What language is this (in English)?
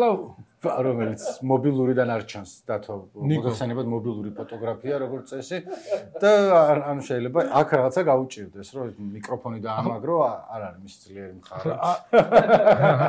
Georgian